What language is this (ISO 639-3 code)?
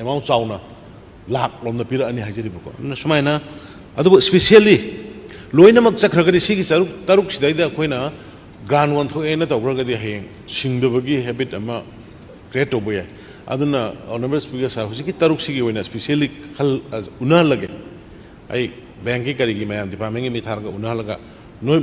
mni